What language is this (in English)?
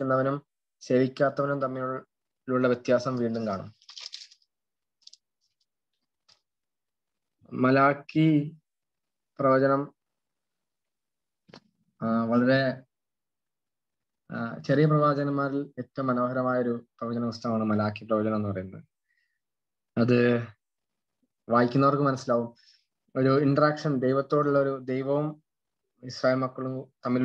Malayalam